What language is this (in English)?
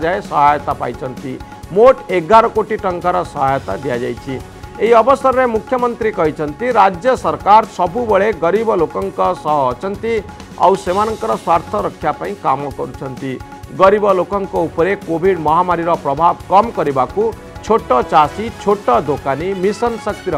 Odia